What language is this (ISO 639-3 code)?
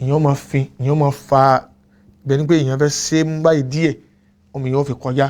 yor